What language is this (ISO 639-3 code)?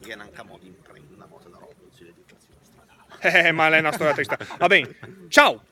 lmo